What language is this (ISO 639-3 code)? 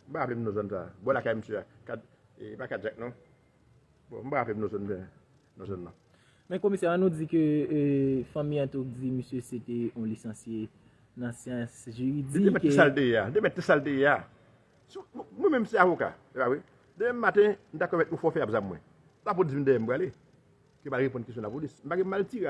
hat